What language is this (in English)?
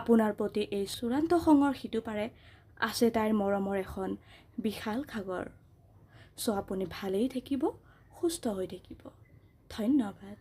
Assamese